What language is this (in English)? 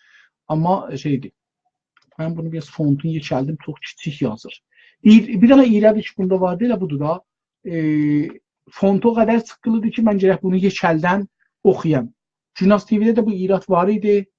South Azerbaijani